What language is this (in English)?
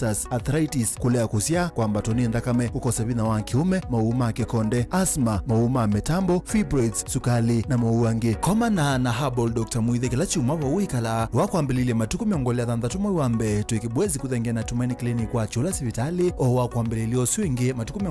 Kamba